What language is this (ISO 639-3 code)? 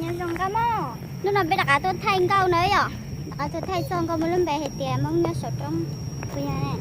hmn